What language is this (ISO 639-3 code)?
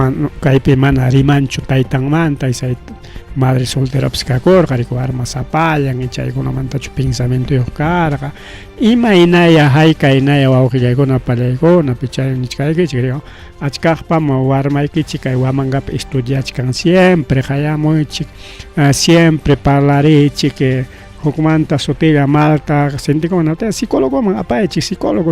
quy